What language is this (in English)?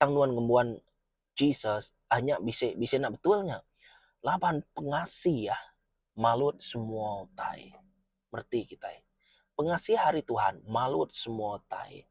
Iban